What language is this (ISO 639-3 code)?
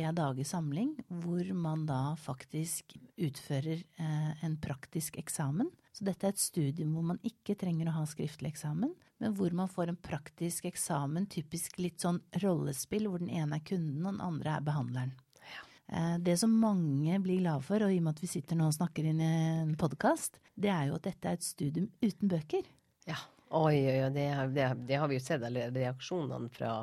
nor